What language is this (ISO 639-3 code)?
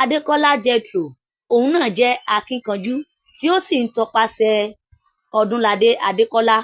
yor